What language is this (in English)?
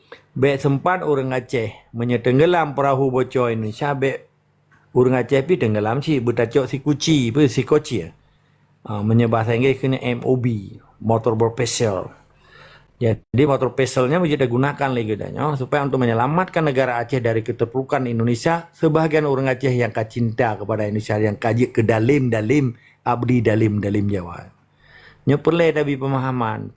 Achinese